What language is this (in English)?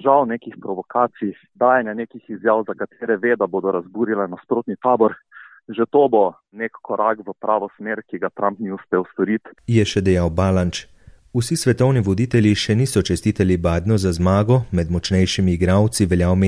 Slovenian